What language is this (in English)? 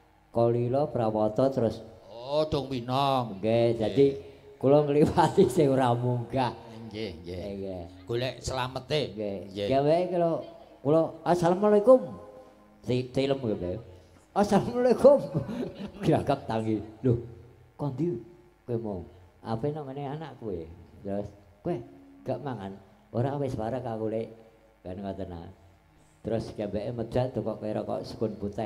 Javanese